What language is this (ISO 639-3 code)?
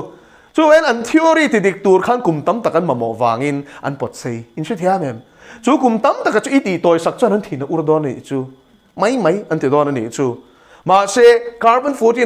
lus